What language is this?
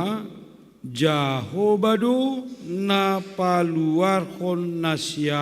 Batak Simalungun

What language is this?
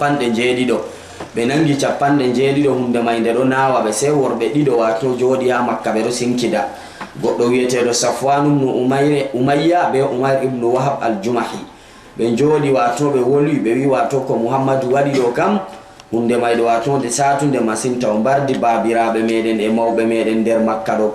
Fula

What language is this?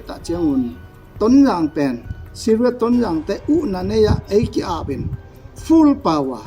Tedim Chin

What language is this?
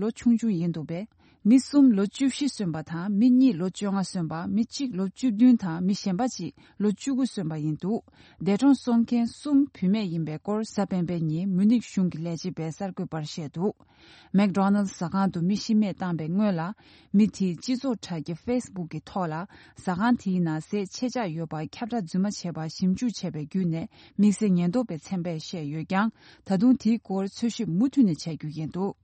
Tibetan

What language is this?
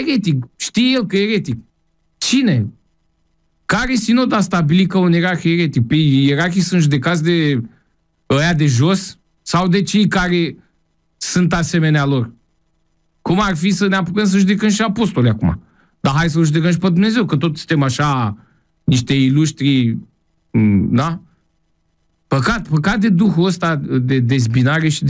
Romanian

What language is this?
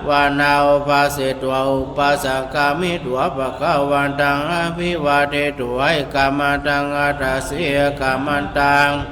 Pali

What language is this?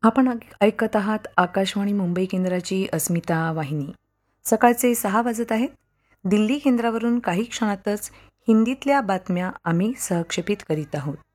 Marathi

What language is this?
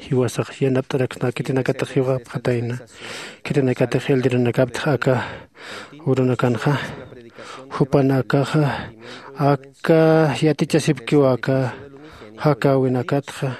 Aymara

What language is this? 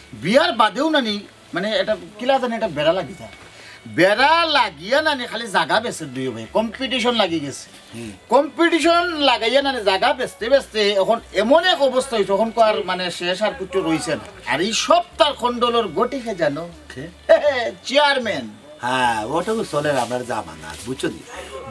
Sylheti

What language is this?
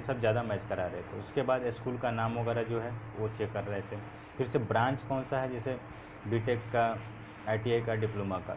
Hindi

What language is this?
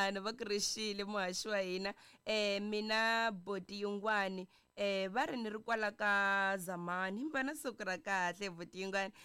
Tsonga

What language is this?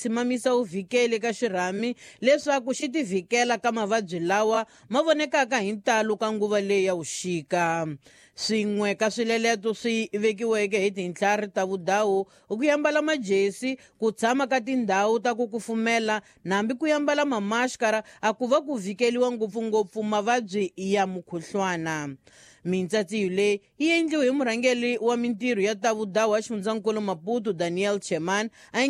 Tsonga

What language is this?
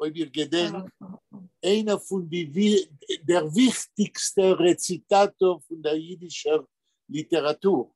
Yiddish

